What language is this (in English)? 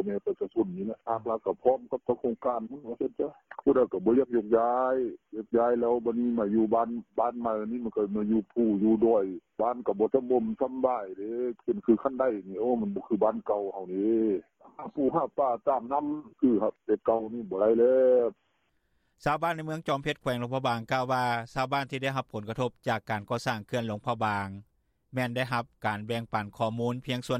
Lao